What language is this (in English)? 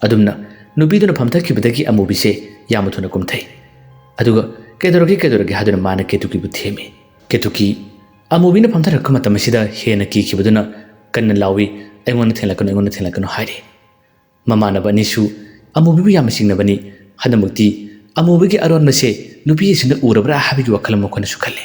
Manipuri